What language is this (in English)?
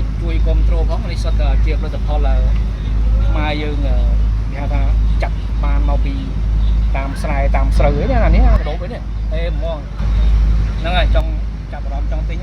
Khmer